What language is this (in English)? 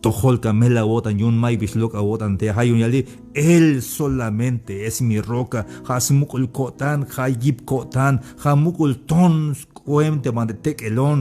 Tzeltal